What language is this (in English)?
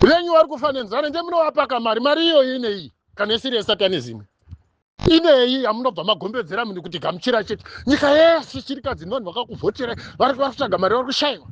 Shona